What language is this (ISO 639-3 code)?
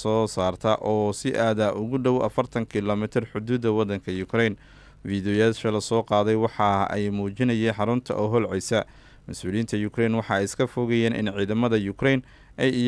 som